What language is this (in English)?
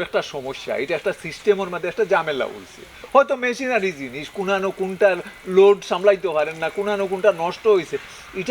Sylheti